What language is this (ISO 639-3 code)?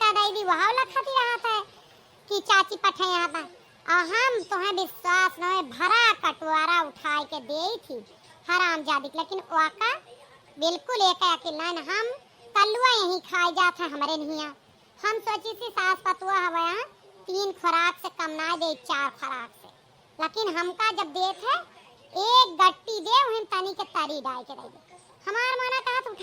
awa